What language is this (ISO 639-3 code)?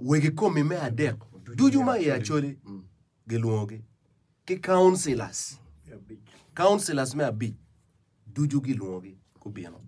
ach